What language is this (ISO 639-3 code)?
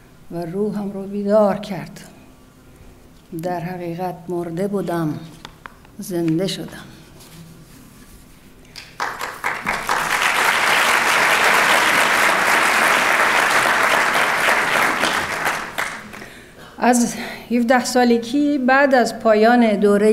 fas